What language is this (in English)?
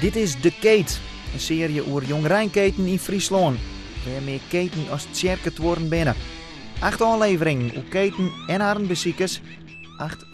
Western Frisian